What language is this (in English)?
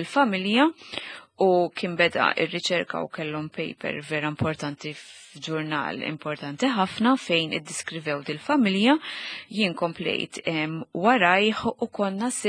Maltese